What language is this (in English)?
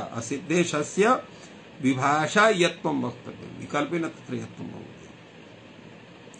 Sanskrit